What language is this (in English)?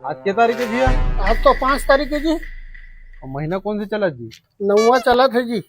Chhattisgarhi